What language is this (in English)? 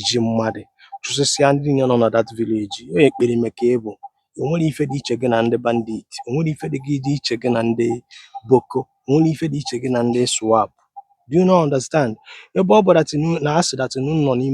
Igbo